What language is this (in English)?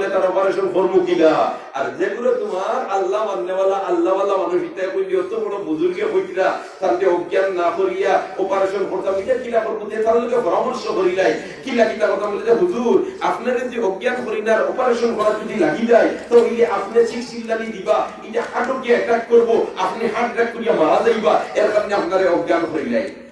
Sylheti